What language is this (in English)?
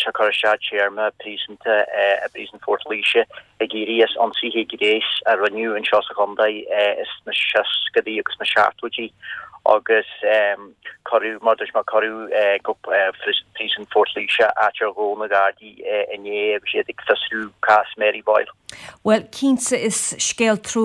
Irish